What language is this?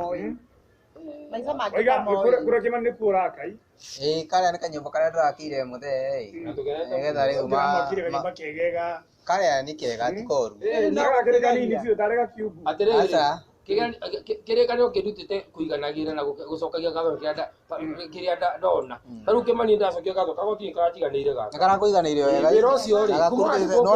Kikuyu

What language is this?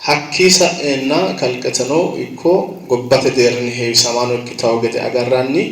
Sidamo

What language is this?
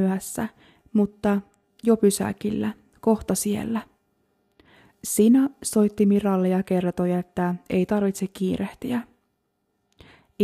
Finnish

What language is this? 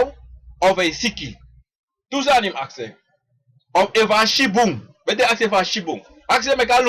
Sranan Tongo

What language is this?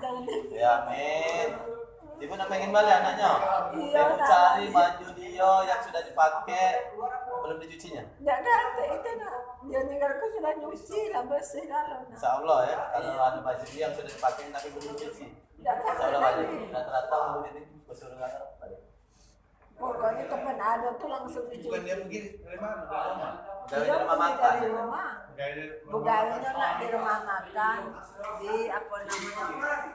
Musi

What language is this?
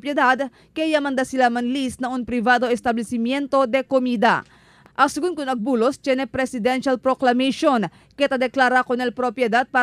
Chavacano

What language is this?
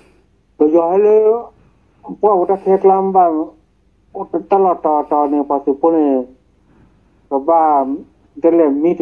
S'gaw Karen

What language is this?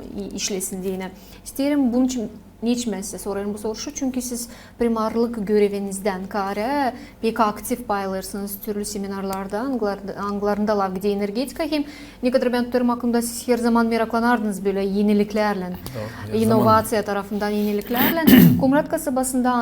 Gagauz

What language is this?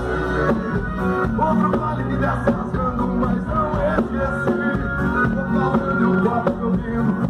Portuguese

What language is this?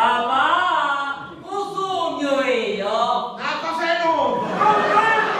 Sicilian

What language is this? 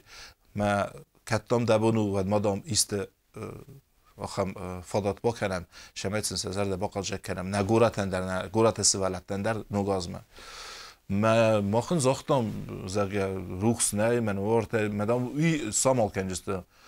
Ossetic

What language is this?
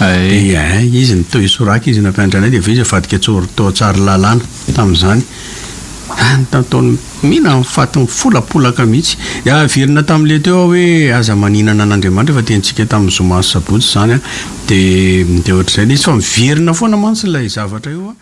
Malagasy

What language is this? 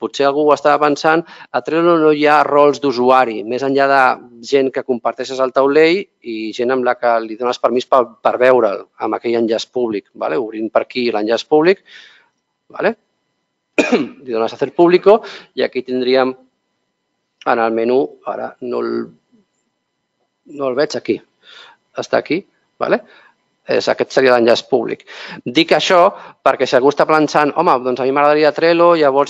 Catalan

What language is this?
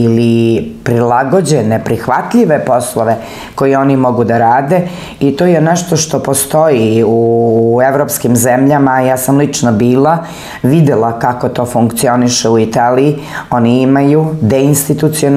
Serbian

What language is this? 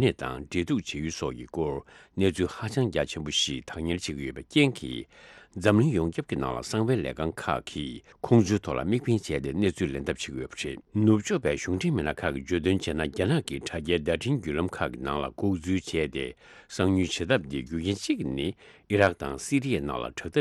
Tibetan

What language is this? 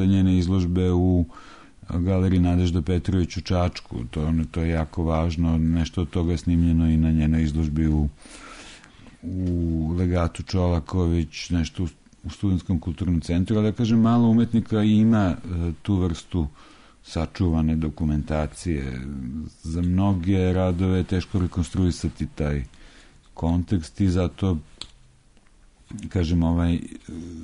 Serbian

